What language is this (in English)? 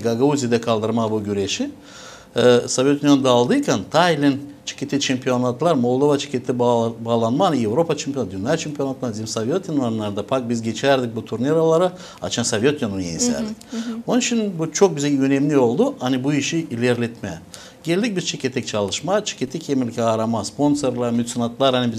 Gagauz